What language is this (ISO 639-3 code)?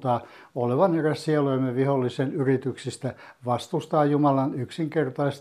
fin